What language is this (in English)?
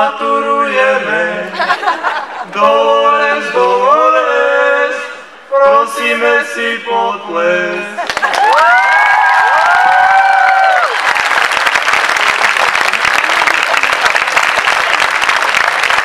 Slovak